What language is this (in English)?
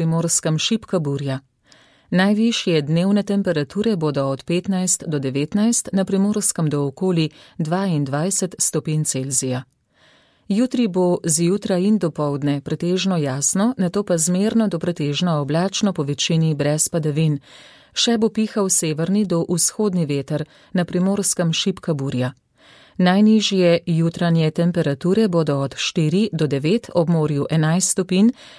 Slovenian